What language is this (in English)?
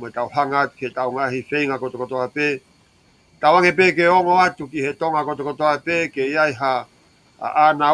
Tongan